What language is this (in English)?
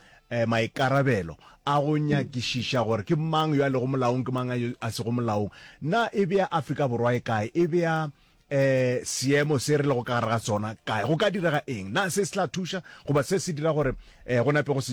Northern Sotho